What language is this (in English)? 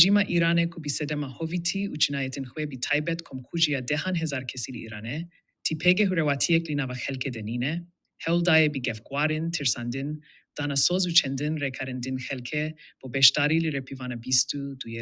Kurdish